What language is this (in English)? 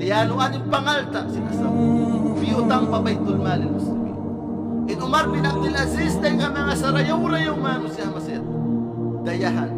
Tausug